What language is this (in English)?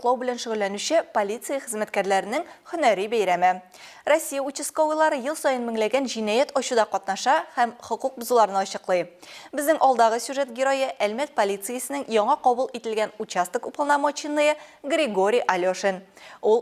Tatar